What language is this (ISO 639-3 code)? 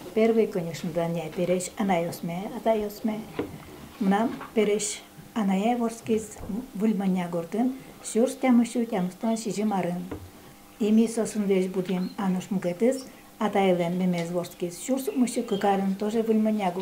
udm